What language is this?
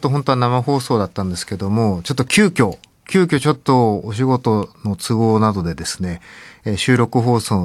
Japanese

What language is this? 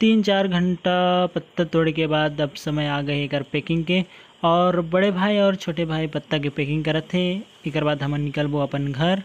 Chhattisgarhi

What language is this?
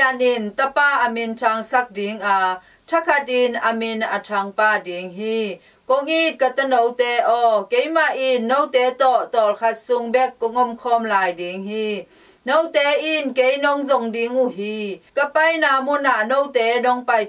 Tedim Chin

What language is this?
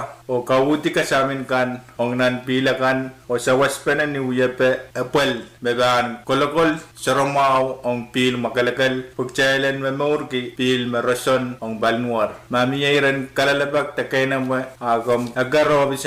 Pohnpeian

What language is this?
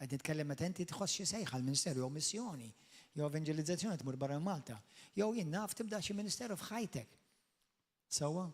Maltese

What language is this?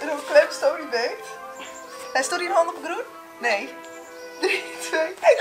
Western Frisian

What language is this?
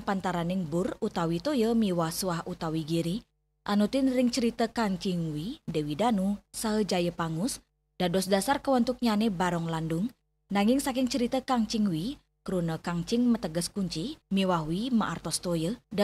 Balinese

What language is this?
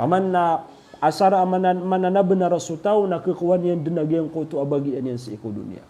Maranao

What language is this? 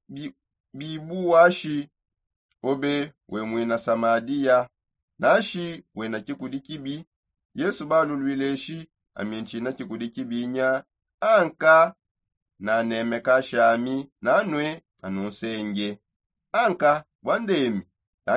Songe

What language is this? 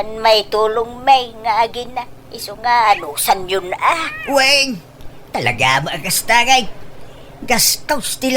Iloko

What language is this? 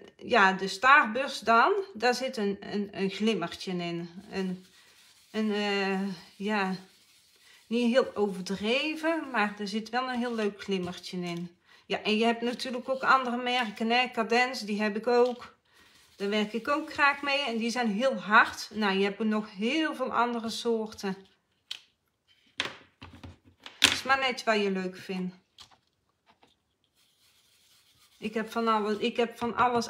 Dutch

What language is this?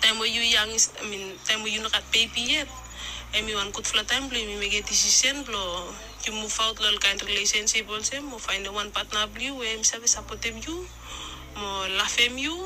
Bislama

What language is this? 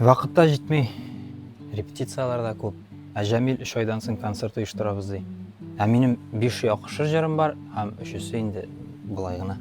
Tatar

